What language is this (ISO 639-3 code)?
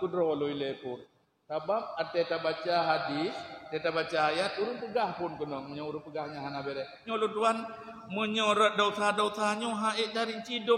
ace